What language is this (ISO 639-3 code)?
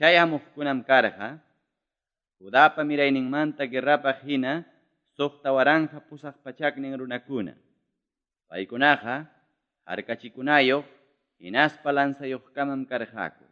quy